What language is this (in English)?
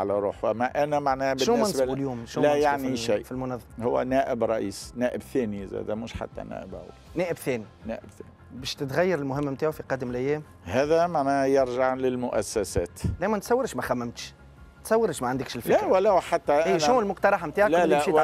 Tunisian Arabic